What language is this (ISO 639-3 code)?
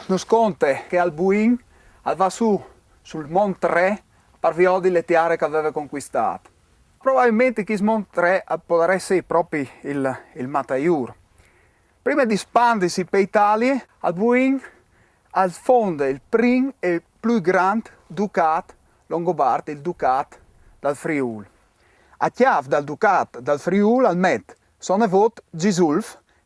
fur